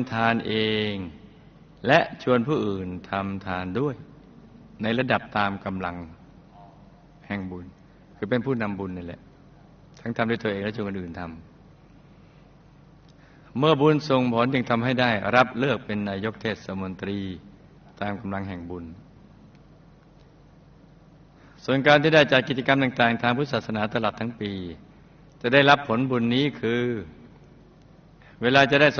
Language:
Thai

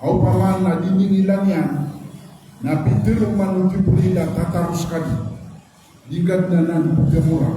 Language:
Maranao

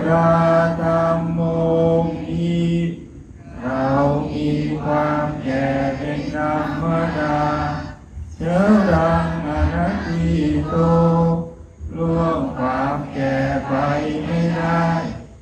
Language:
Thai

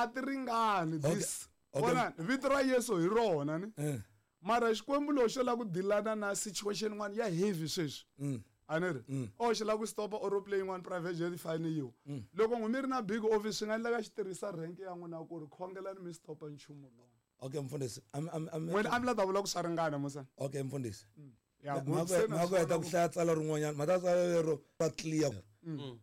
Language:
Tsonga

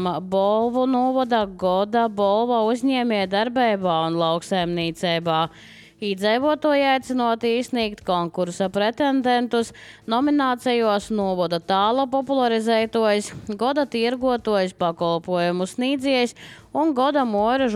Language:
Latvian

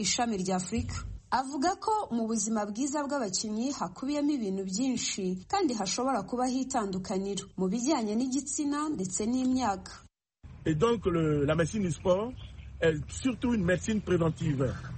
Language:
Kinyarwanda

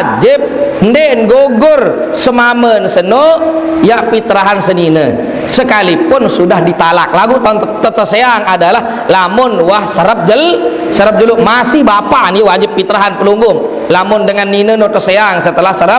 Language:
Sasak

